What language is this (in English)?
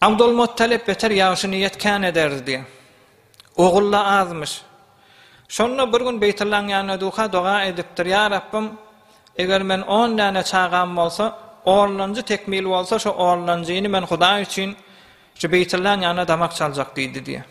Turkmen